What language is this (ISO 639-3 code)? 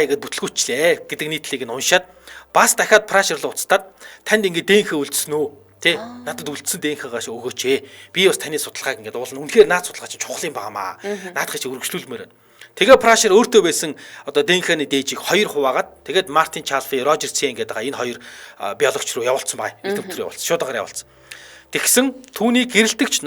mon